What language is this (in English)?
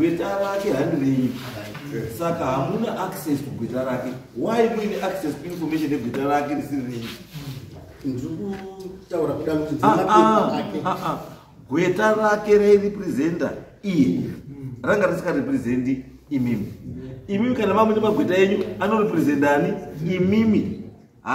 Shona